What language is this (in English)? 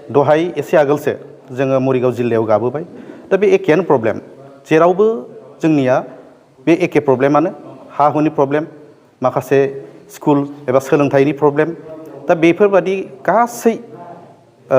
Bodo